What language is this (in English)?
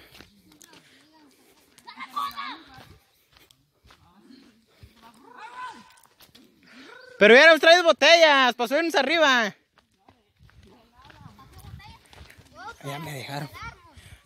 Spanish